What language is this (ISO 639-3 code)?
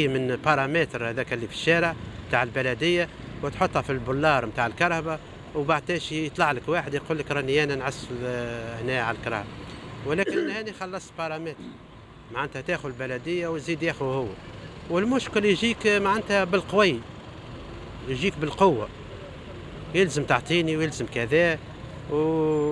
aeb